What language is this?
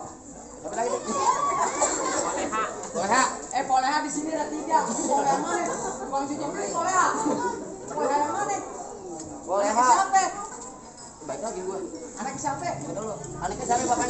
Betawi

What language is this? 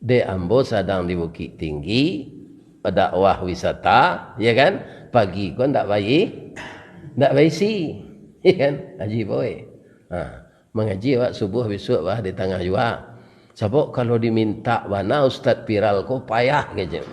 Minangkabau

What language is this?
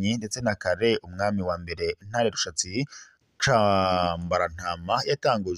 Rundi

